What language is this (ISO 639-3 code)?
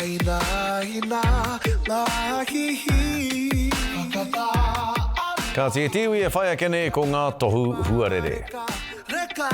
mri